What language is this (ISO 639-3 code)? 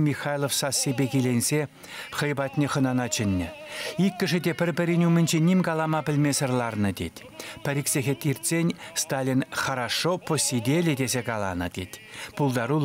chv